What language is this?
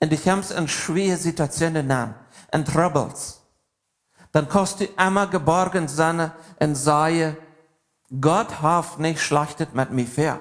Plautdietsch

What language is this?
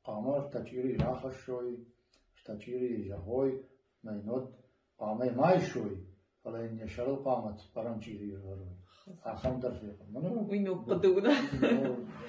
Ossetic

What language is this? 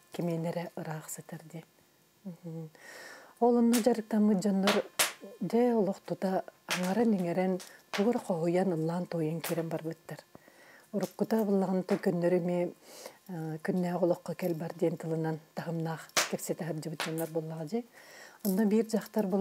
Yakut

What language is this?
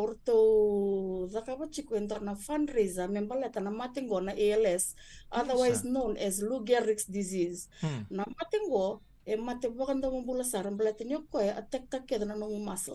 Fijian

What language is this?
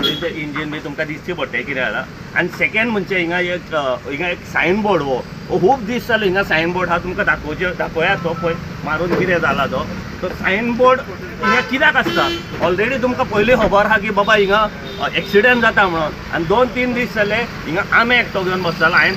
Konkani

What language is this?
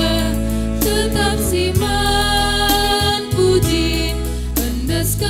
Batak Karo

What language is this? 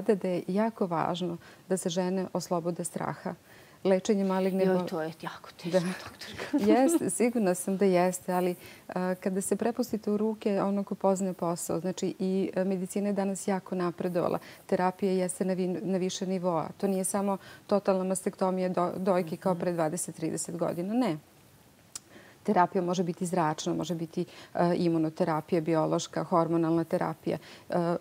Serbian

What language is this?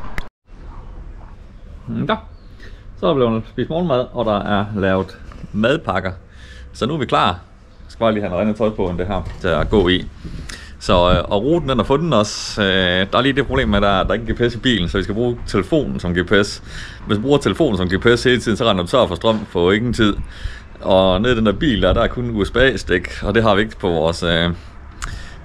Danish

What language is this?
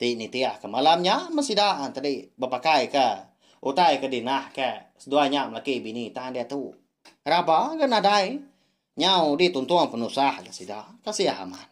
Iban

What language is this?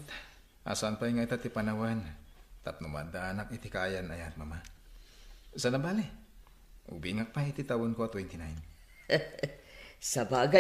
Iloko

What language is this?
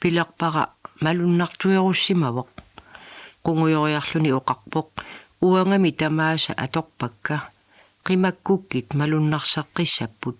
Kalaallisut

